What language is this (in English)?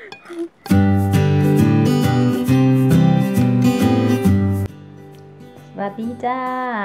Thai